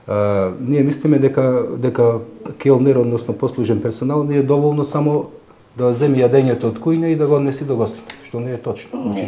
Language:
Macedonian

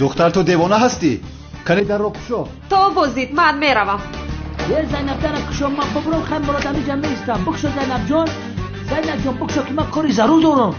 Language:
Tajik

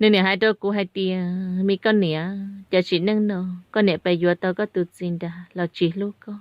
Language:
Hmong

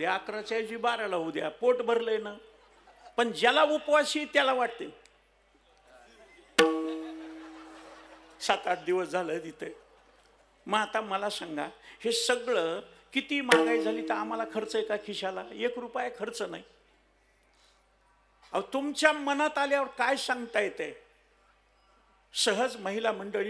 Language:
Marathi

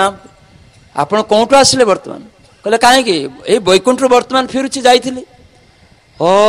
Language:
Odia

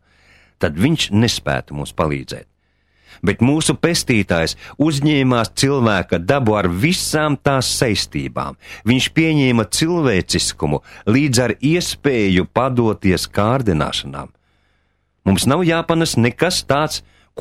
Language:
Latvian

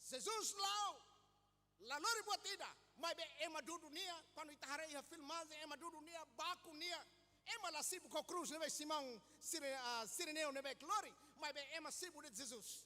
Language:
Tetum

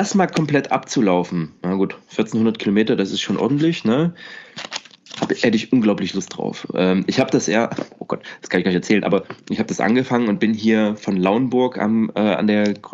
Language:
German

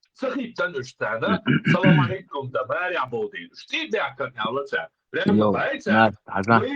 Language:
Chechen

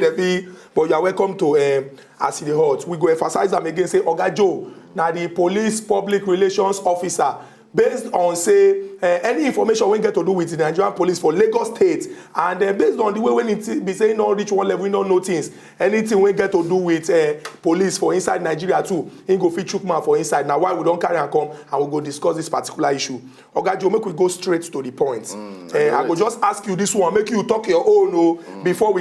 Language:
Nigerian Pidgin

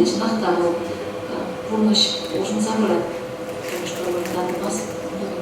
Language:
Chuvash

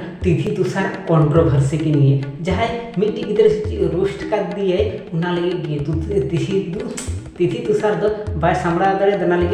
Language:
Santali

